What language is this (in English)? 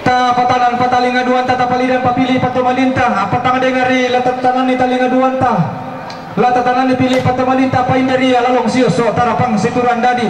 Toraja-Sa'dan